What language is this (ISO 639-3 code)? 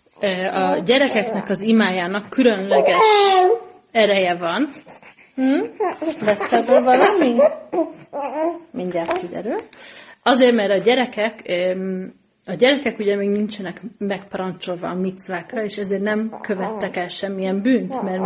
hun